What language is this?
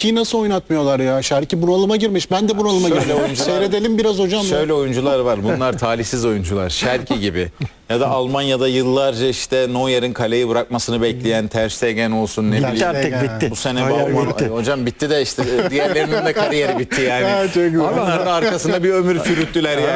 Turkish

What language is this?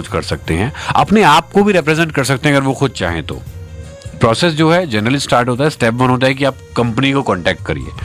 Hindi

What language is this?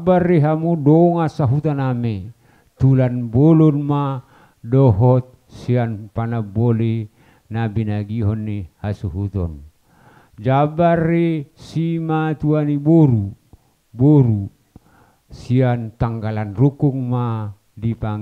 Batak Toba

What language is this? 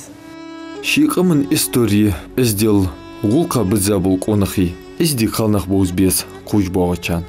Ingush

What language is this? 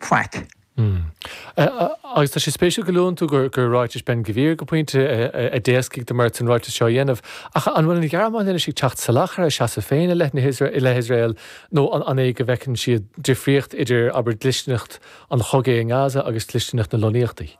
Irish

